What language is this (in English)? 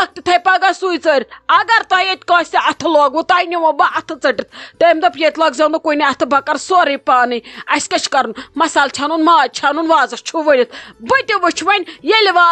Kashmiri